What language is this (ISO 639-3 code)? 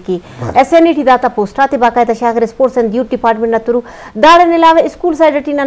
bgp